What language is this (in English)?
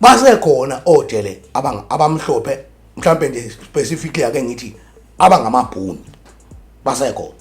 Zulu